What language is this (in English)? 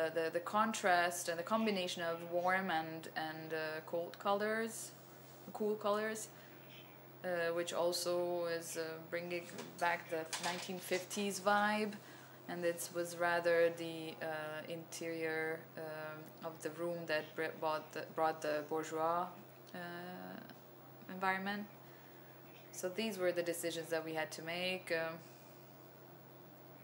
English